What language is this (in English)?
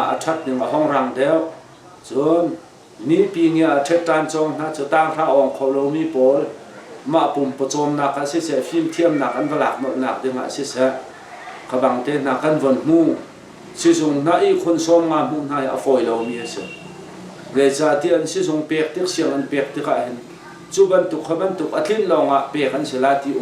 Hakha Chin